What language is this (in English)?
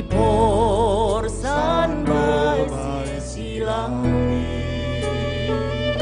Batak Simalungun